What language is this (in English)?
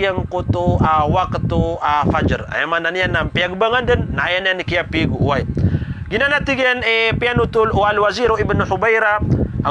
Maranao